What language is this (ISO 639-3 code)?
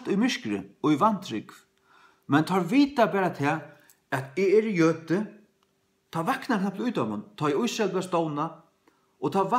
fao